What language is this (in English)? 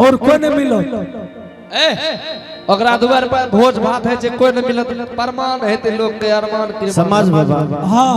Angika